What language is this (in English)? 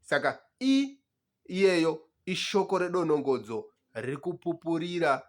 Shona